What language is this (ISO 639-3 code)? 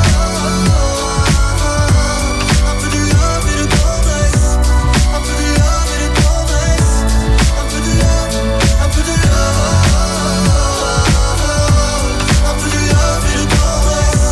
fra